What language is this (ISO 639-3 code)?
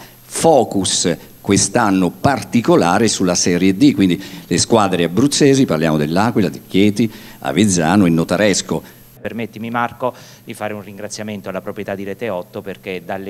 ita